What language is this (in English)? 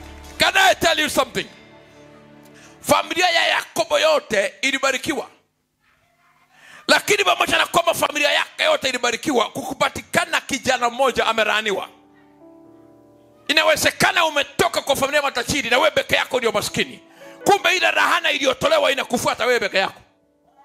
Swahili